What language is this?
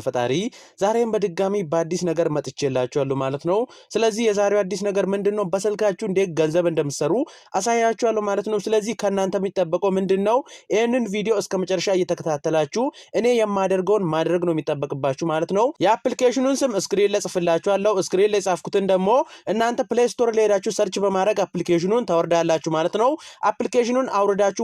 Amharic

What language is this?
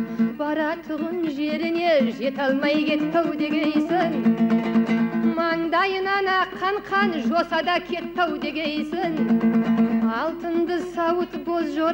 Kazakh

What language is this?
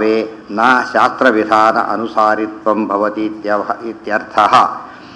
Kannada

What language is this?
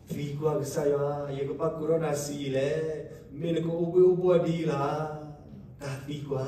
S'gaw Karen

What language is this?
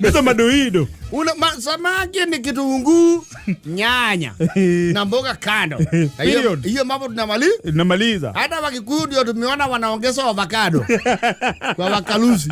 Kikuyu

